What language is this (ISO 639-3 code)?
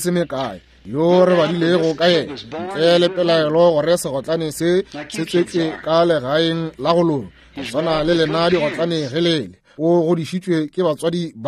nso